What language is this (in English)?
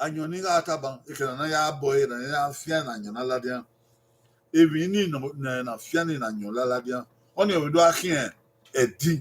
Bini